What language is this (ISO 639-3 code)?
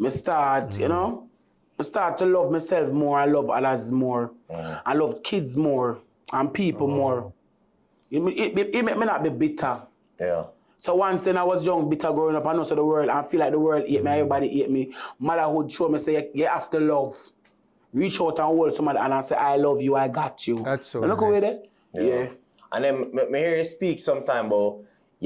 jam